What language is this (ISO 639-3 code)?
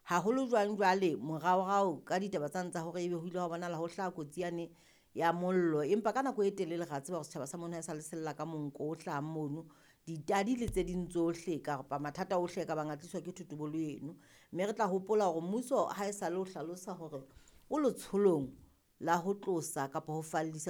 sot